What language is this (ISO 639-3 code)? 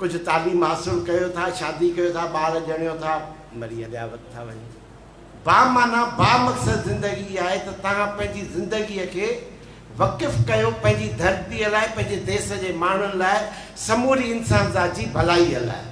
snd